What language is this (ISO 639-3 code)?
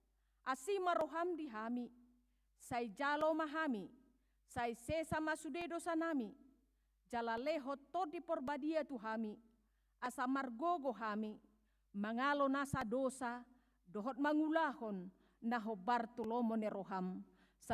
bbc